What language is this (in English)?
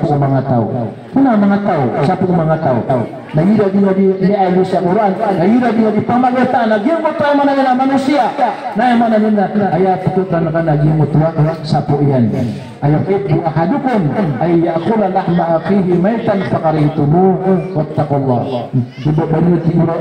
Maranao